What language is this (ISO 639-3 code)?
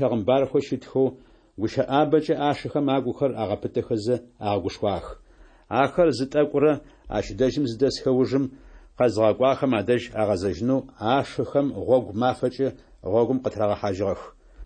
ady